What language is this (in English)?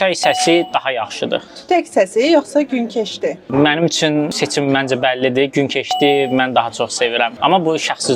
Azerbaijani